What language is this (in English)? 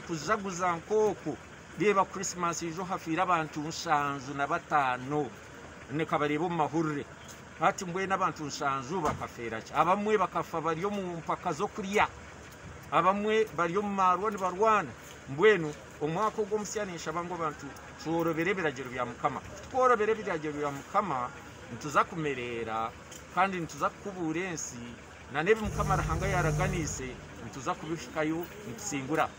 Nyankole